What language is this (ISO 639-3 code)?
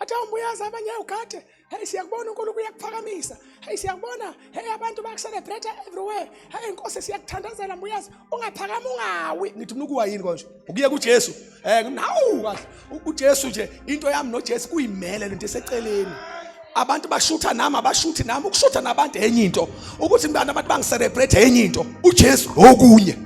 zul